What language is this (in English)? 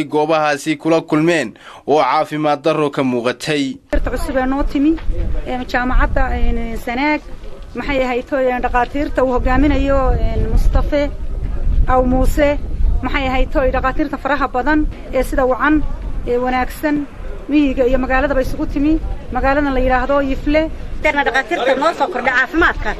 Somali